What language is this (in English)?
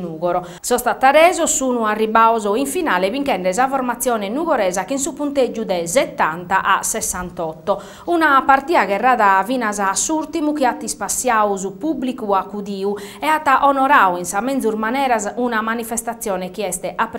Sardinian